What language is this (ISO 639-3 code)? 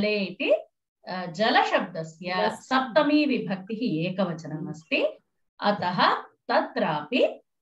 san